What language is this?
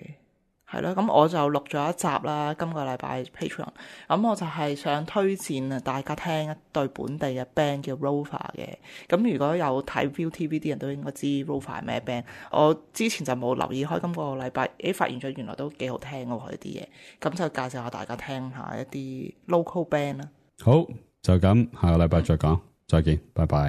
Cantonese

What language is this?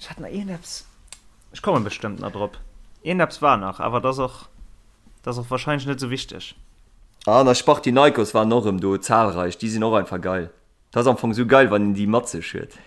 Luxembourgish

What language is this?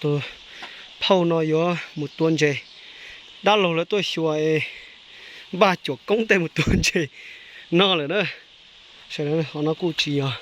Hmong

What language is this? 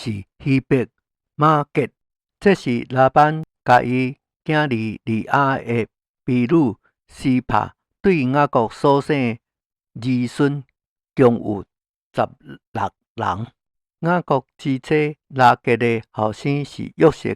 Min Nan Chinese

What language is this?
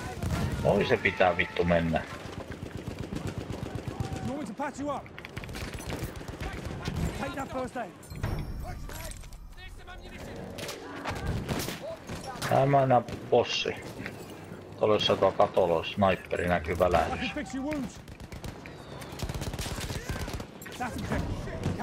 Finnish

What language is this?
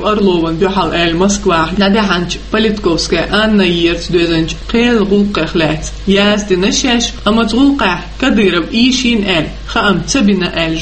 Chechen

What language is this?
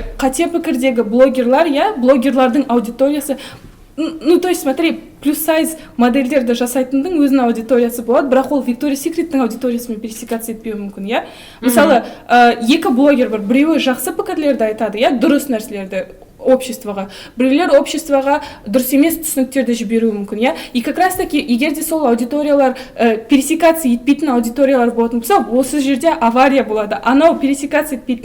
Kazakh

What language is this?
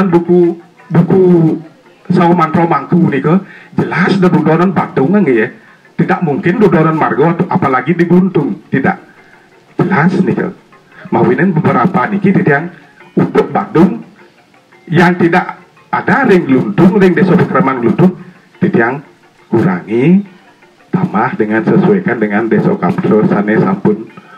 Balinese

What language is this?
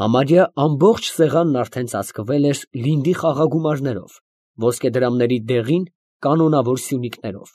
Armenian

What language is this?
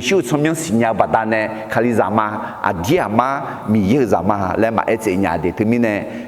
Akha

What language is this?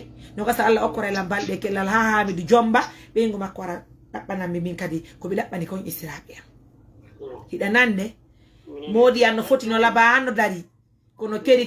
Fula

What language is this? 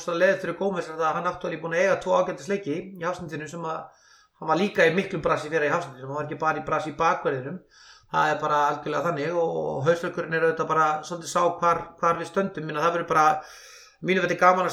Icelandic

